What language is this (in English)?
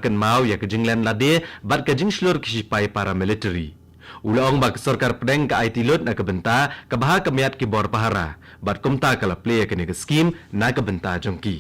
Khasi